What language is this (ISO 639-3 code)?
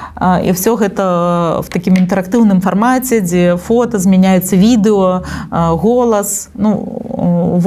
bel